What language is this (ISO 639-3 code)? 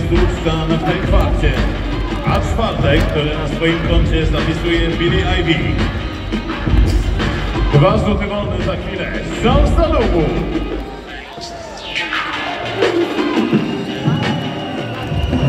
pol